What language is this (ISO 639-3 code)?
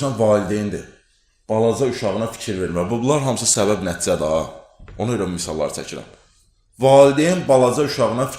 aze